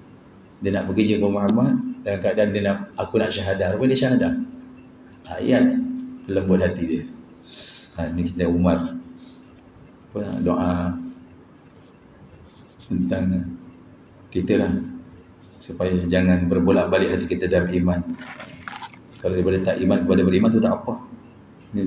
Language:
Malay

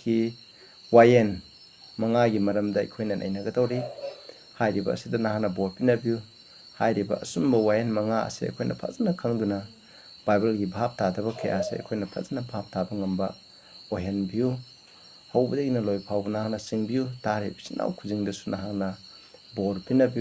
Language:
Manipuri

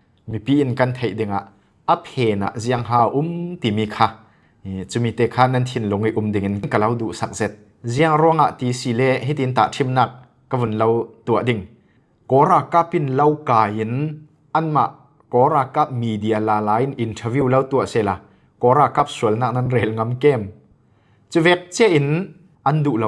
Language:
Falam Chin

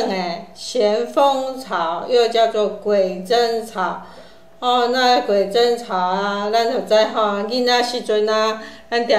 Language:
Min Nan Chinese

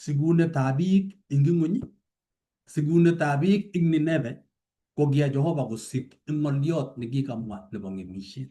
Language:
Kalenjin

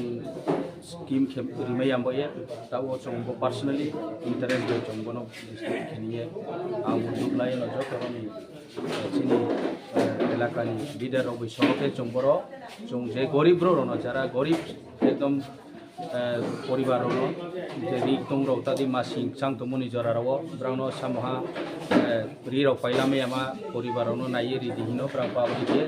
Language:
Kok Borok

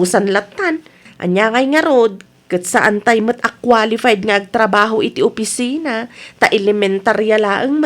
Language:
Iloko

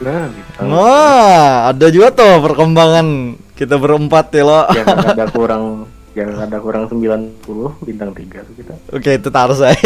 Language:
Banjar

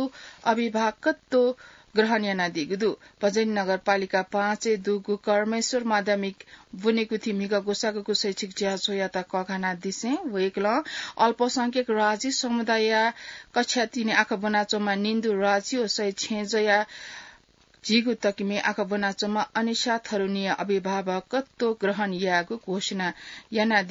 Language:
Newari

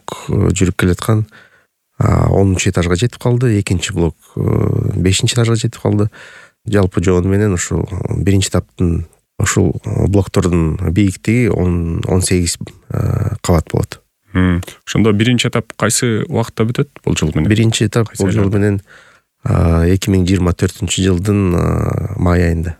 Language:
Kyrgyz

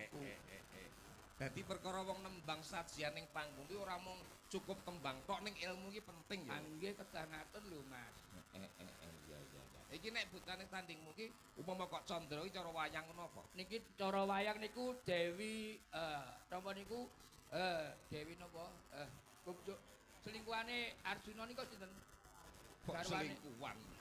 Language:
Javanese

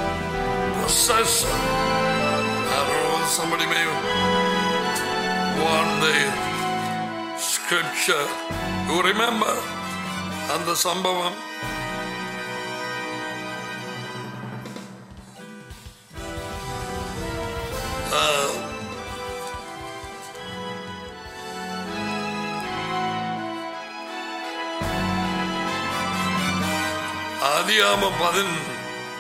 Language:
Tamil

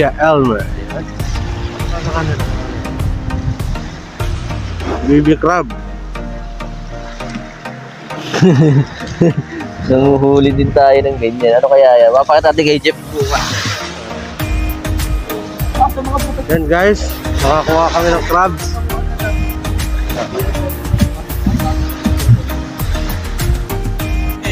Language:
Filipino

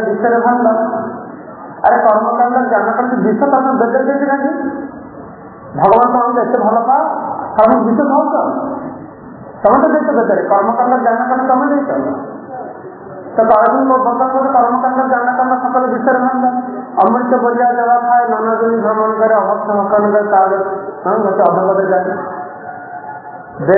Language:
Odia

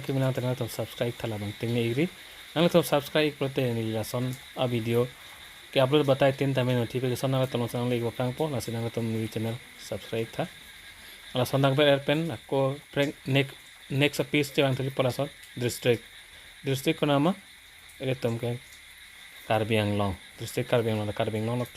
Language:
Karbi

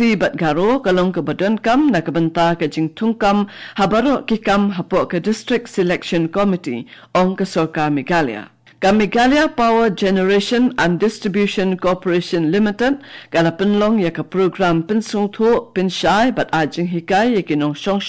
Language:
Khasi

